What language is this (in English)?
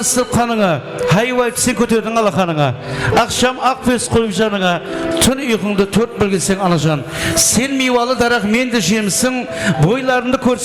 Kara-Kalpak